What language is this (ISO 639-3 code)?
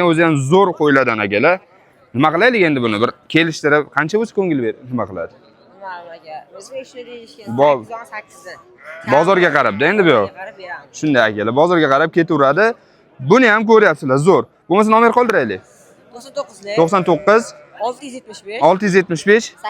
uzb